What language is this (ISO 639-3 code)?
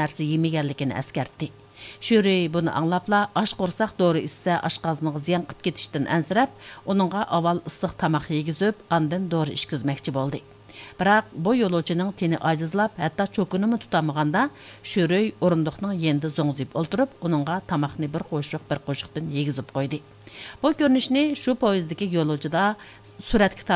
uig